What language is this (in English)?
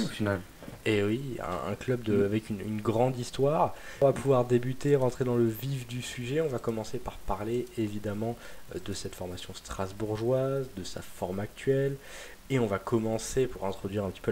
French